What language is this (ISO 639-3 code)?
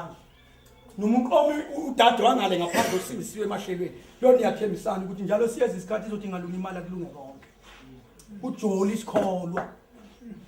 zul